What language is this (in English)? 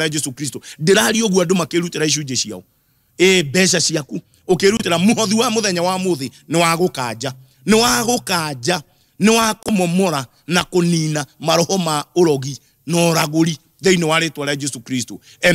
Kikuyu